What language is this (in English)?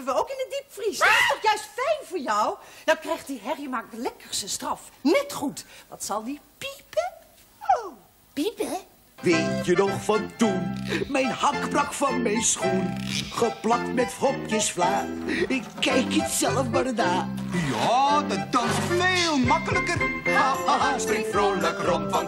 Dutch